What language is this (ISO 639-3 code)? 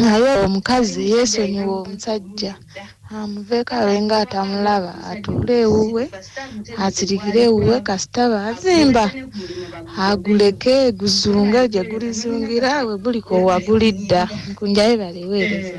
lug